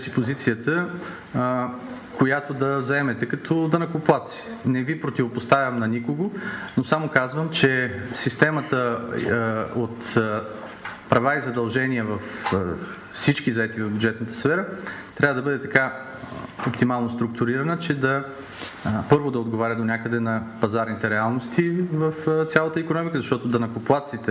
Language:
Bulgarian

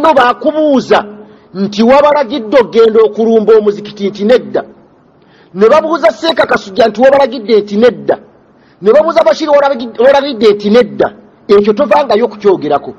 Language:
Ganda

